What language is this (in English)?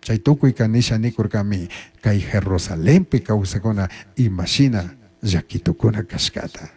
Chimborazo Highland Quichua